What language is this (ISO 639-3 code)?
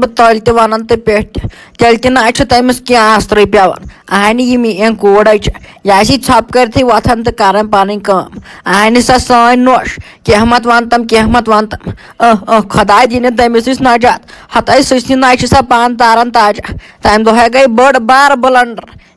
kas